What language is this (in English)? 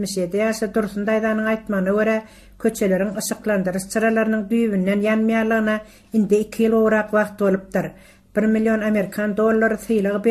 Turkmen